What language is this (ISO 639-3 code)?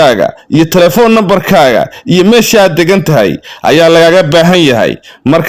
som